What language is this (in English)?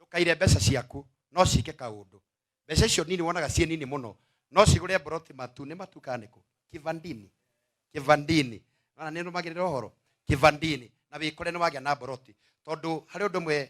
Kikuyu